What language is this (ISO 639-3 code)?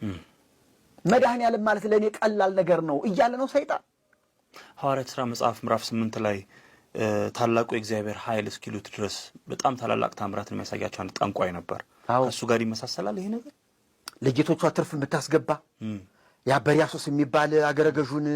amh